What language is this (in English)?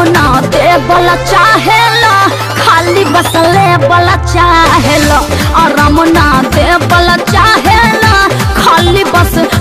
Bhojpuri